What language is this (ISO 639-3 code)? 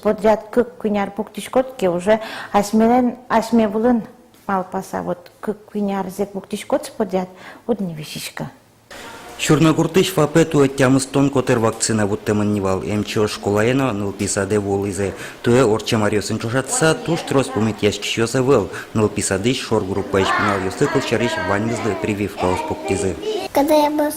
udm